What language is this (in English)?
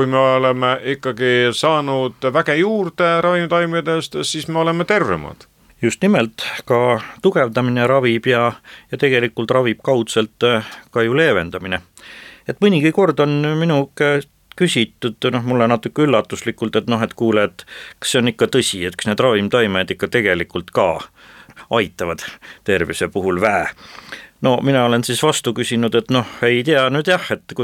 Estonian